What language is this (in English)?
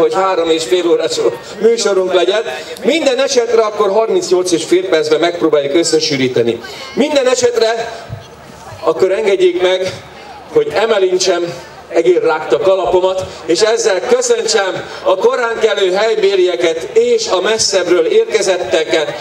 Hungarian